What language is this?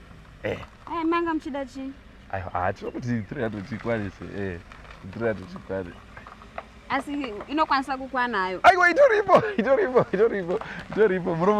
Shona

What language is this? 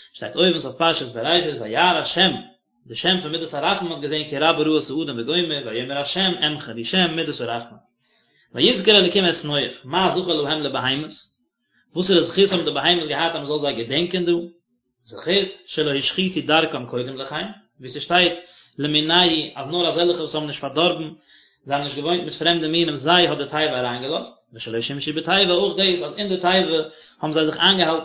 Yiddish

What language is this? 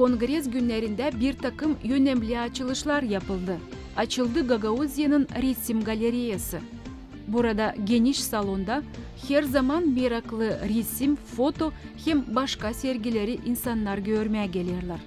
Gagauz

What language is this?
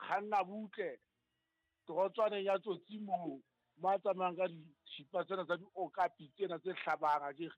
Southern Sotho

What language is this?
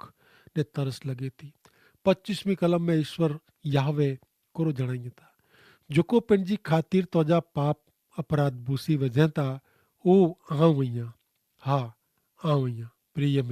Kachhi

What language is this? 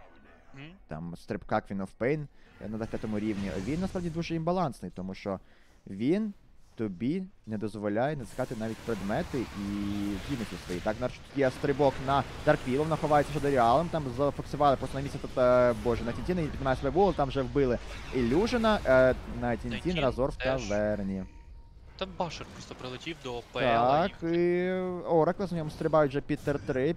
Ukrainian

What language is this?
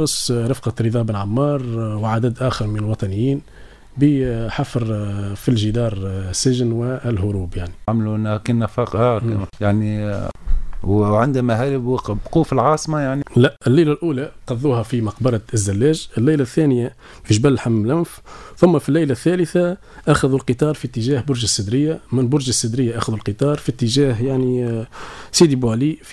Tunisian Arabic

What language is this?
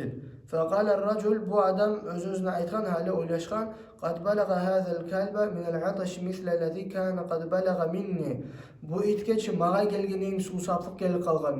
Kumyk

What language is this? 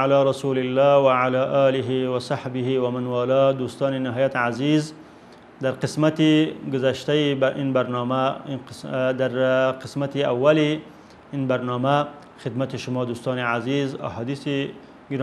Persian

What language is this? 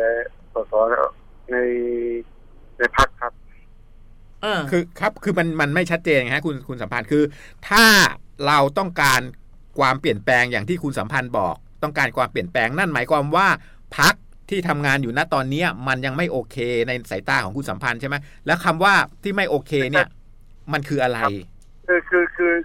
Thai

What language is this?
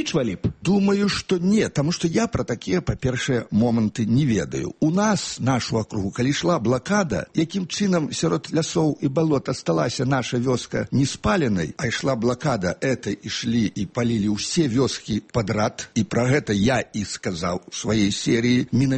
Belarusian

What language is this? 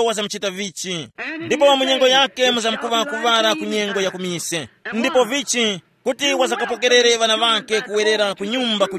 Tumbuka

